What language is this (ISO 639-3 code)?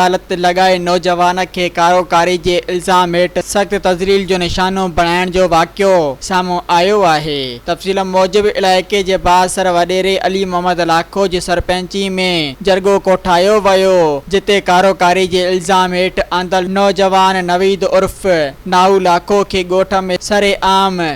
snd